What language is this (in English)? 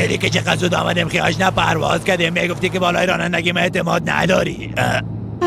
Persian